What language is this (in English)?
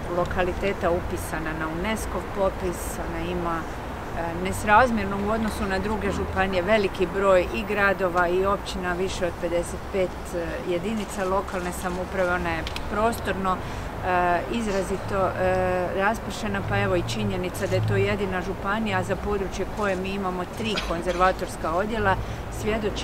Croatian